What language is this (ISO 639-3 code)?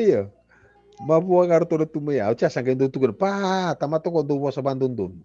fij